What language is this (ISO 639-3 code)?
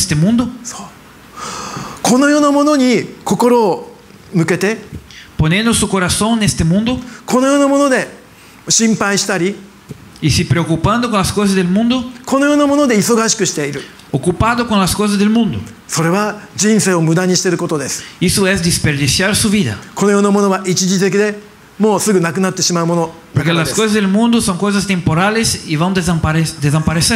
jpn